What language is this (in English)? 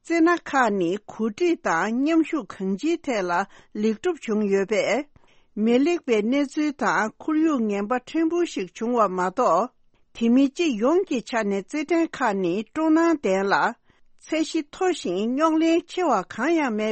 Tibetan